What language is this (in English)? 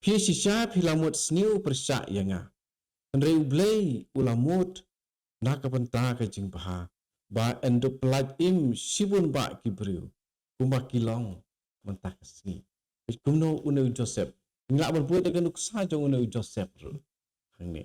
Khasi